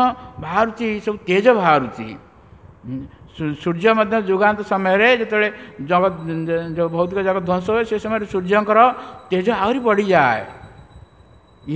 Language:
Odia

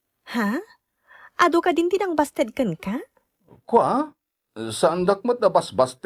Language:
Iloko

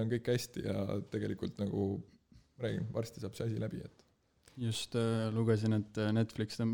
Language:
Estonian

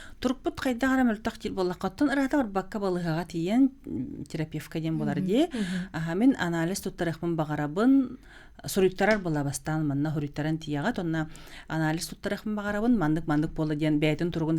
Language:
Yakut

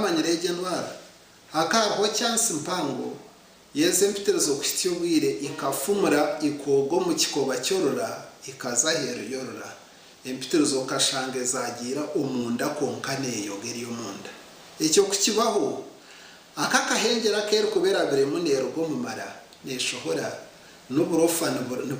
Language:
Nyankole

